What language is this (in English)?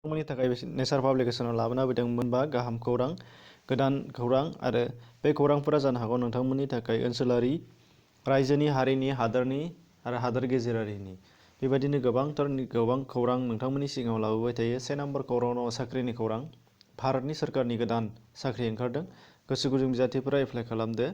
Bodo